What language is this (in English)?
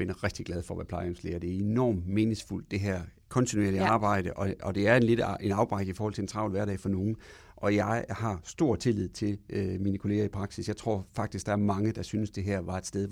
Danish